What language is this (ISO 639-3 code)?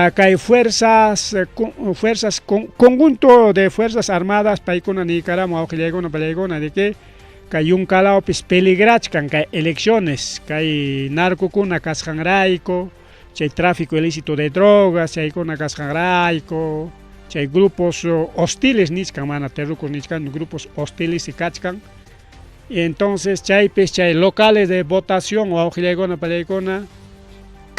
quy